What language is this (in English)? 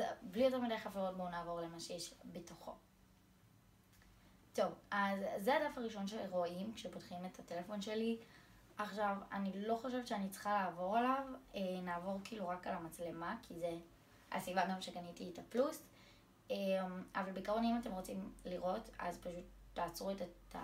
Hebrew